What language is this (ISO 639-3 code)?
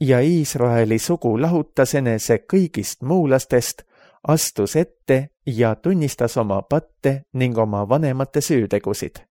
est